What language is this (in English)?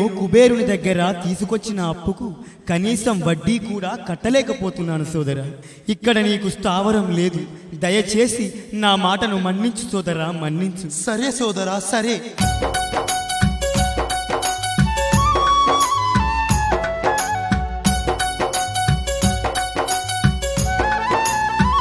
Telugu